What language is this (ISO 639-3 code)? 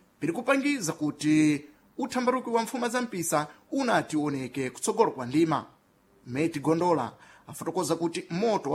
seh